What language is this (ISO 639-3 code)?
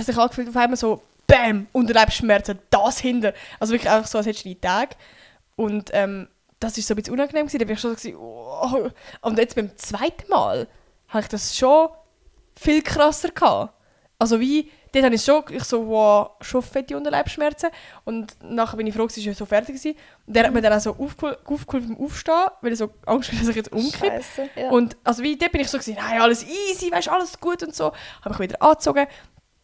gsw